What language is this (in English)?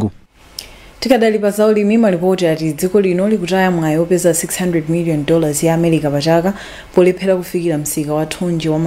Nyanja